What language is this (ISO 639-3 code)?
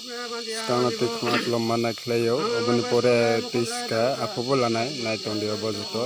trp